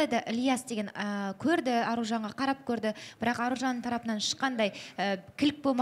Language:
Kazakh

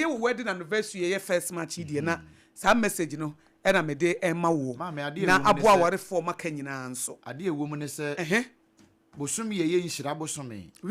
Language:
Akan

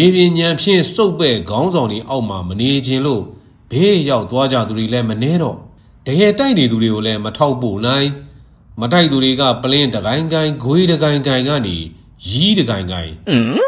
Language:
Burmese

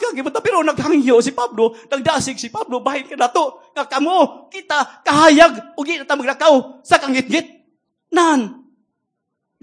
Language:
Cebuano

